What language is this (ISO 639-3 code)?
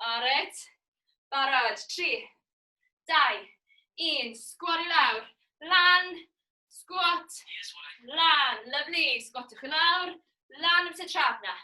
cym